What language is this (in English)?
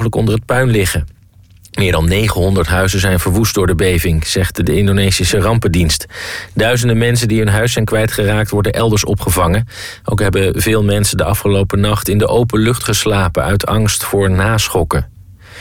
Dutch